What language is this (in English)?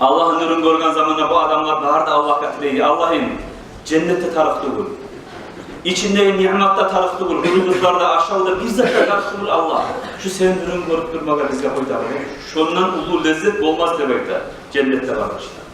Kumyk